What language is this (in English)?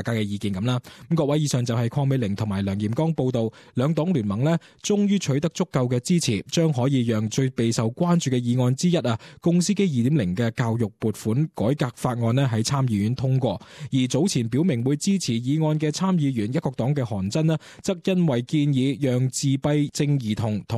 Cantonese